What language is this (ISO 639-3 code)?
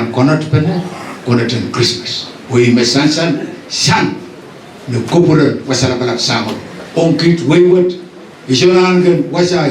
pon